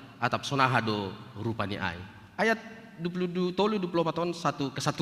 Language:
Batak Simalungun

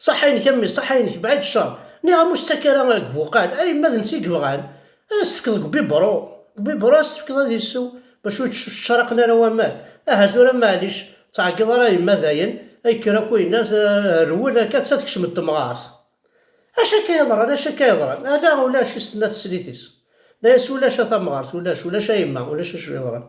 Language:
Kabyle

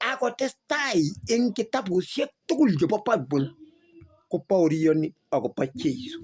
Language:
Kalenjin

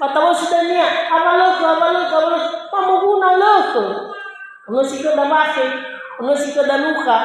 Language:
Nias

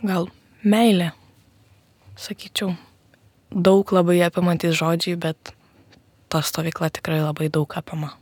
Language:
Lithuanian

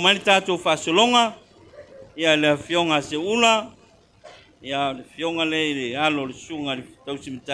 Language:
Samoan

